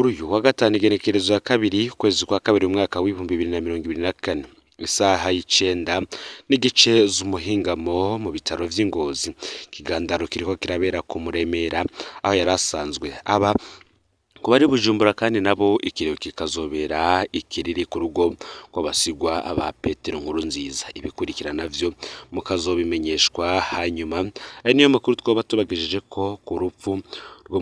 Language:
Rundi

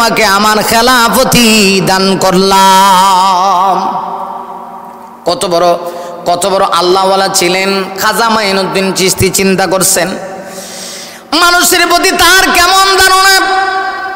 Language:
Bangla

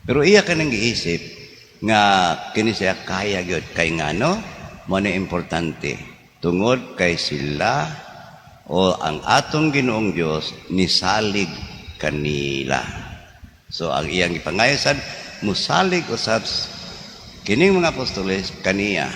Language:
Cebuano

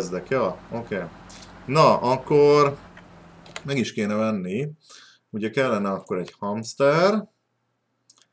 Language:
Hungarian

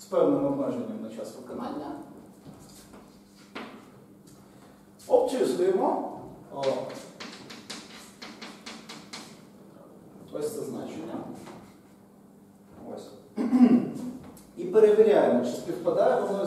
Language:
Ukrainian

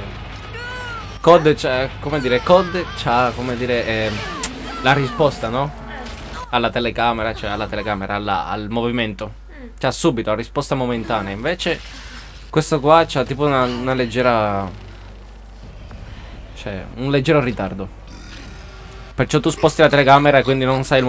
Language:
Italian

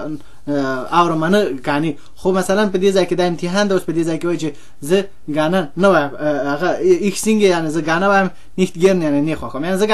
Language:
Pashto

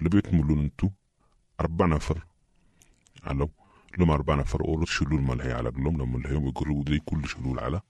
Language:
Sudanese Arabic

